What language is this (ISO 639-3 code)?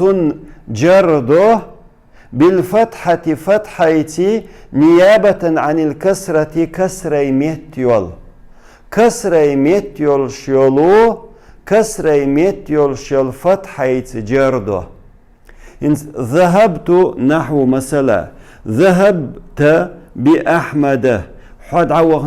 che